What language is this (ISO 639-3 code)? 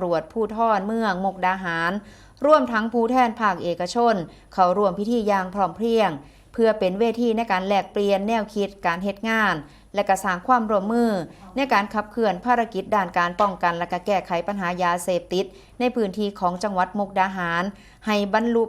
tts